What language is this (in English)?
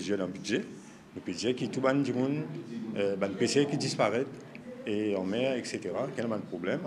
Morisyen